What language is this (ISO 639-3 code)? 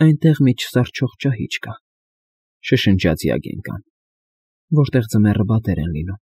hye